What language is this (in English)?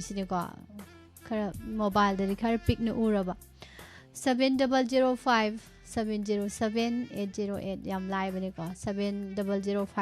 Manipuri